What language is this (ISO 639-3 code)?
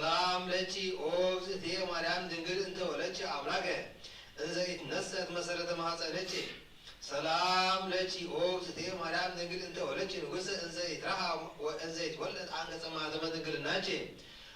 gez